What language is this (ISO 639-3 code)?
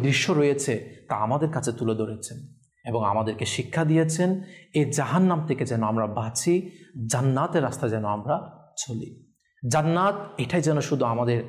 ben